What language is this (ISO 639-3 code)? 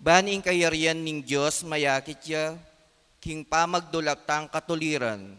pam